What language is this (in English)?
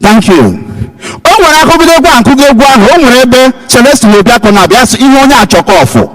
Igbo